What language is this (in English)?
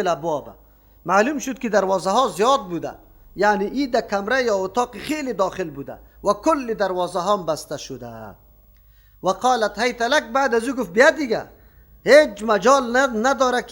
Persian